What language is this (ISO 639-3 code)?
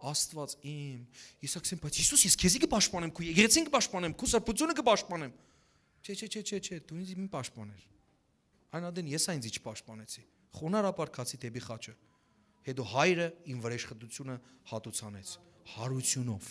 hyw